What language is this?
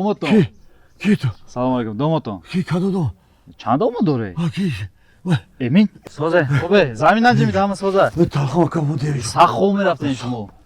Tajik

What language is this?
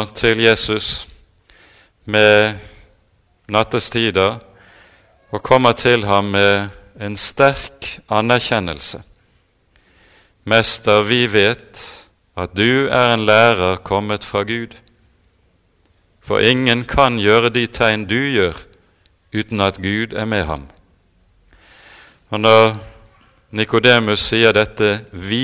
Norwegian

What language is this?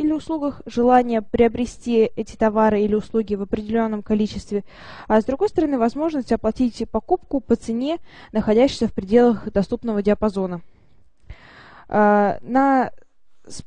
Russian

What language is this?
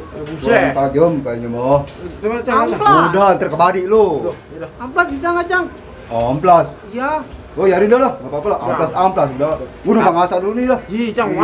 Betawi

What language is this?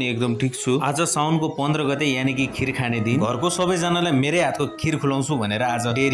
Nepali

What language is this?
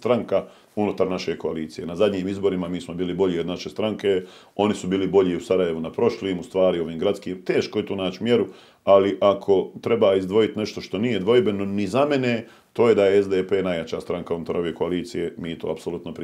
Bosnian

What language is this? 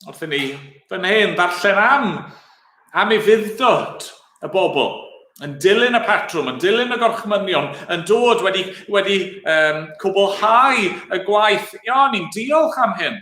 Welsh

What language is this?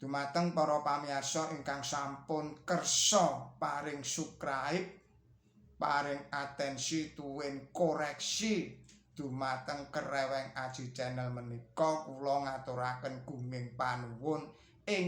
Javanese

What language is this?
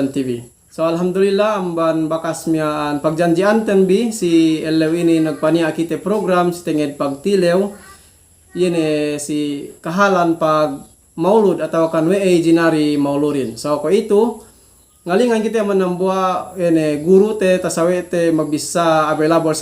Yakan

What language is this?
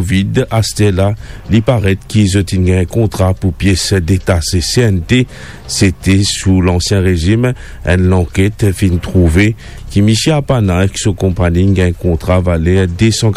Morisyen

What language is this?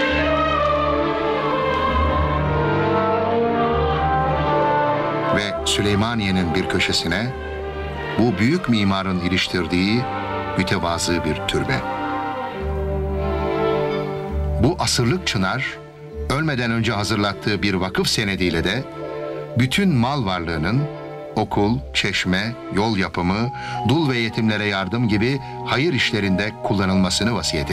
Turkish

